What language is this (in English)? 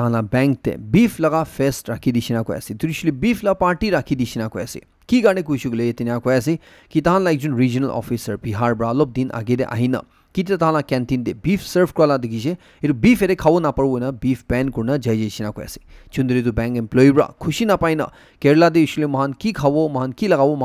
Naga Pidgin